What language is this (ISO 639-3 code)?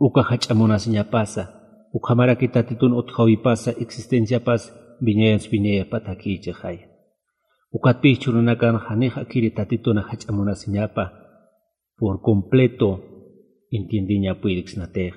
aym